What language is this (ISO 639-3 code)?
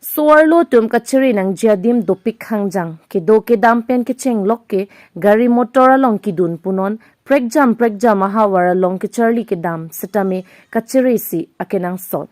mjw